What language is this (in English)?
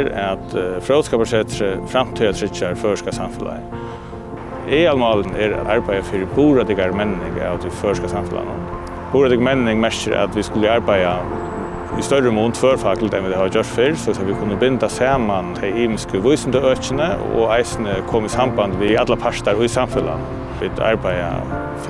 Faroese